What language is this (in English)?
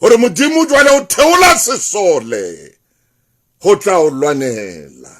Southern Sotho